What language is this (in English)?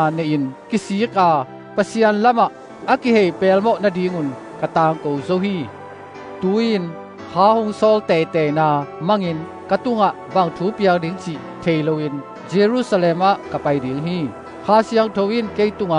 Tedim Chin